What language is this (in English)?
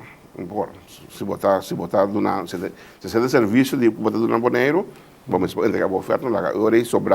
Papiamento